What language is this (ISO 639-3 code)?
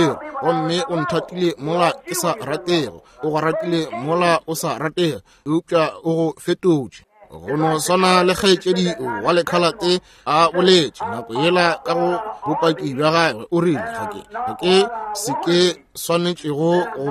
nso